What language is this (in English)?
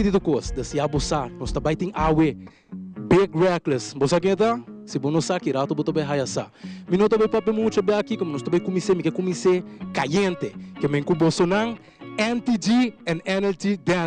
Papiamento